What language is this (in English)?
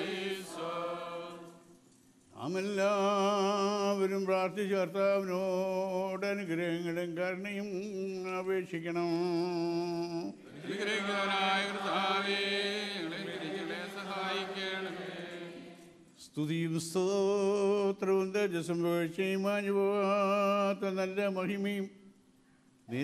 Malayalam